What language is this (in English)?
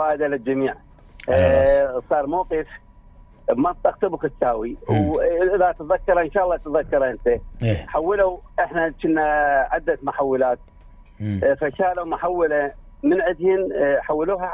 Mesopotamian Arabic